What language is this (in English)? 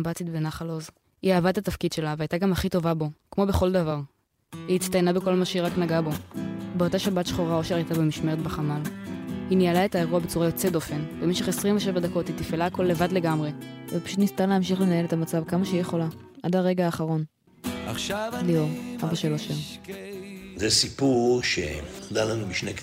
Hebrew